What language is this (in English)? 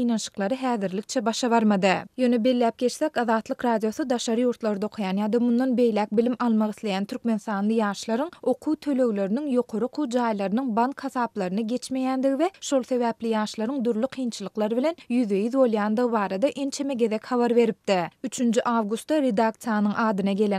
Turkmen